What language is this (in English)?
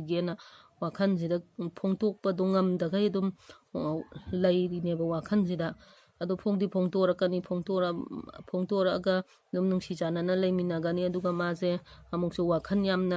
Manipuri